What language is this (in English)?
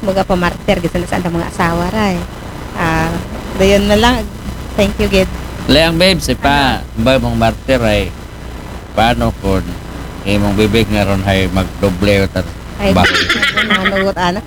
Aklanon